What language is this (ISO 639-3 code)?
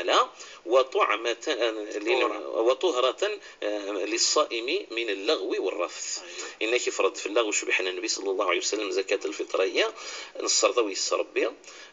ary